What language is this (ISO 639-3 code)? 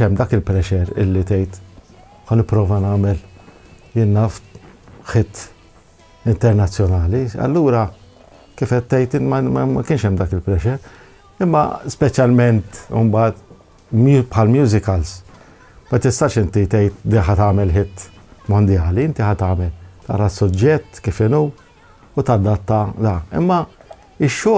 mlt